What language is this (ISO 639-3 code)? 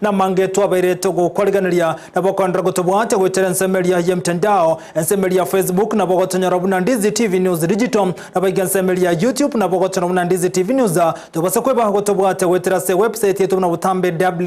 guz